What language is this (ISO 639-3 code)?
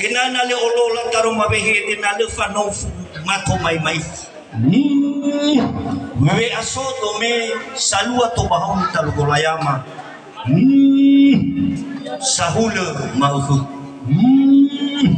nia